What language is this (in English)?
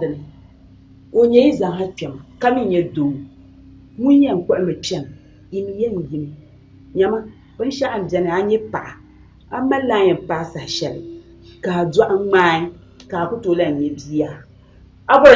Dagbani